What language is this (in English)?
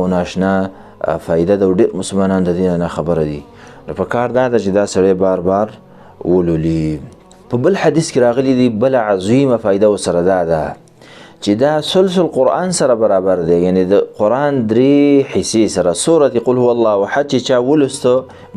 Pashto